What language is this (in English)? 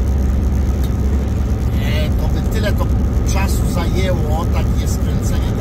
Polish